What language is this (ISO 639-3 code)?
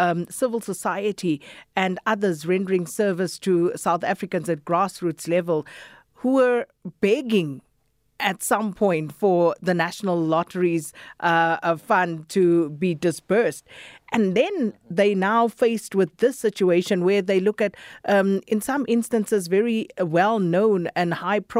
eng